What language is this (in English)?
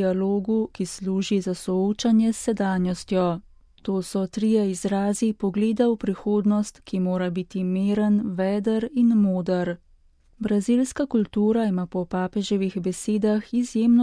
Slovenian